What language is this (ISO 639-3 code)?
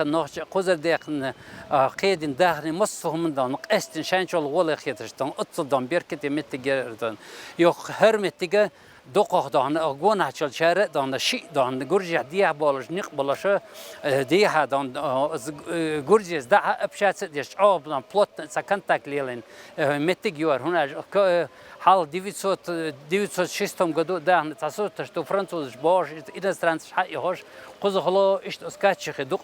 che